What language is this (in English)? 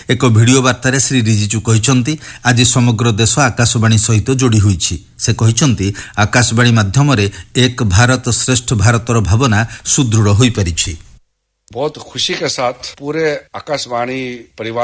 Odia